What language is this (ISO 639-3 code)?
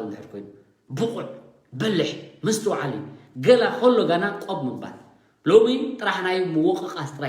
tir